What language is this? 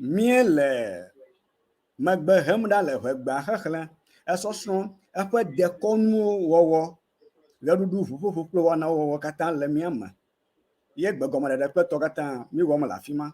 Ewe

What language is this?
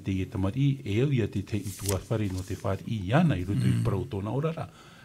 Tahitian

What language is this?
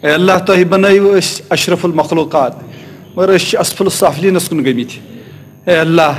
Kashmiri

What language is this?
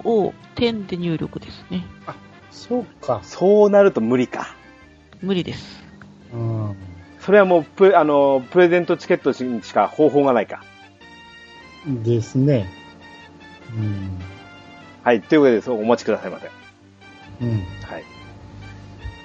Japanese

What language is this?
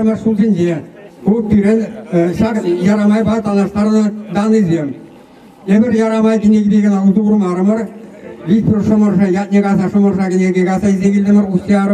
Chuvash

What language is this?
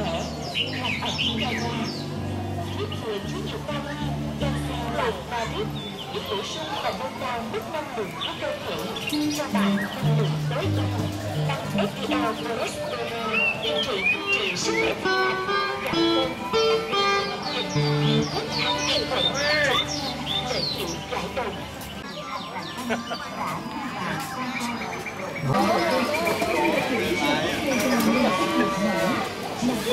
Vietnamese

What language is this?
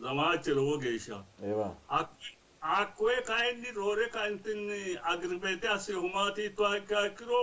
Sidamo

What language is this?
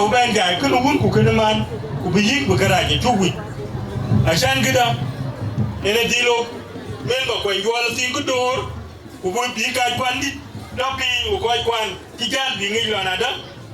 Dinka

